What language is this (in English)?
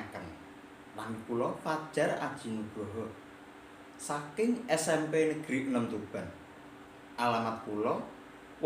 Javanese